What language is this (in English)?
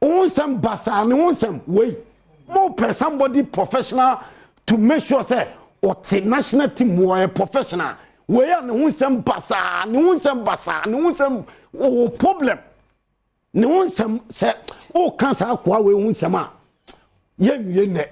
Akan